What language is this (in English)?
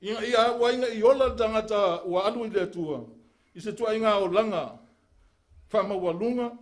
Samoan